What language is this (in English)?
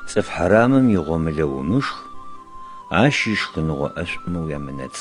Adyghe